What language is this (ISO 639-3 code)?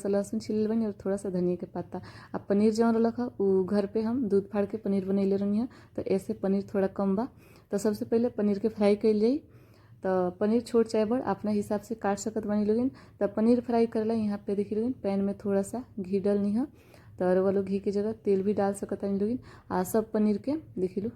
bho